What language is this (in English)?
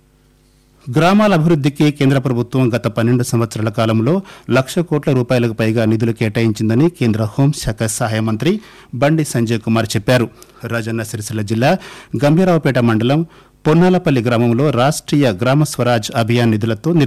Telugu